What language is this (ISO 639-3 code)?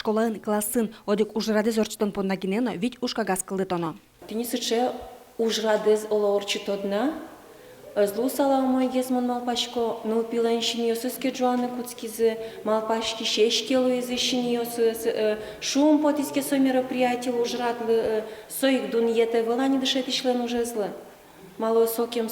udm